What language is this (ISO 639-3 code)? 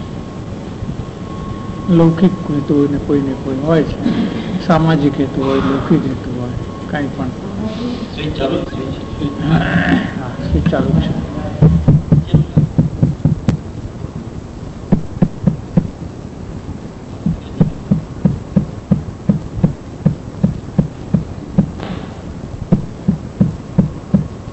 guj